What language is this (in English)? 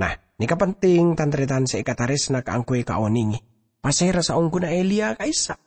Madurese